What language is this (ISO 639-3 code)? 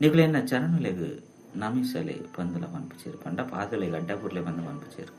tcy